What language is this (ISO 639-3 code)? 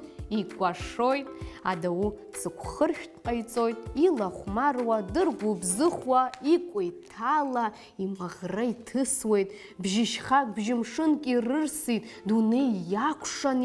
abk